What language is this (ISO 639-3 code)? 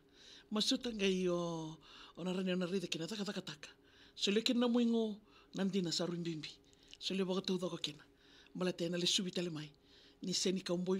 fij